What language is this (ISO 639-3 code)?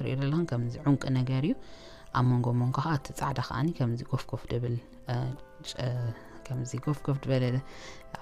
tir